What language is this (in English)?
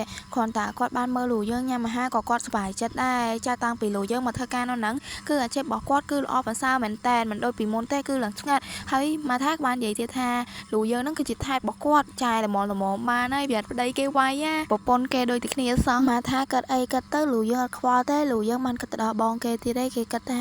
Khmer